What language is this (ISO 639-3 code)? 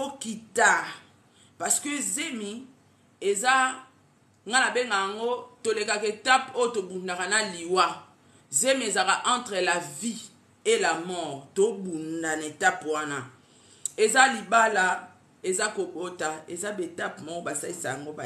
lin